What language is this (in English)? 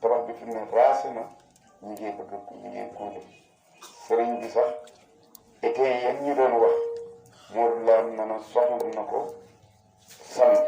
Wolof